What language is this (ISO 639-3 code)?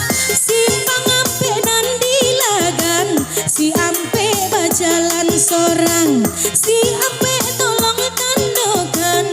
min